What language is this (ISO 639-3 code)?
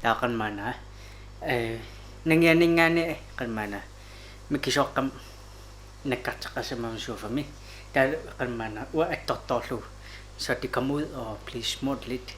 kal